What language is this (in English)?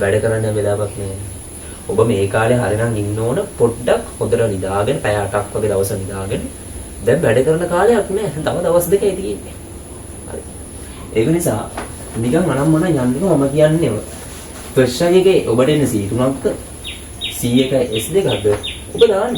Sinhala